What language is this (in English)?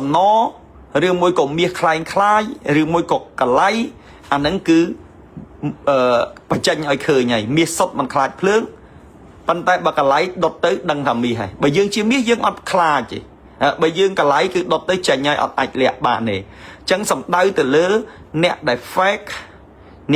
Khmer